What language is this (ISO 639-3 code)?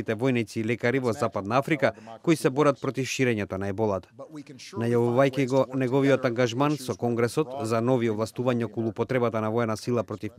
mkd